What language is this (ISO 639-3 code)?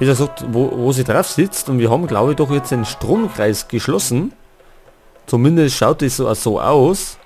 bar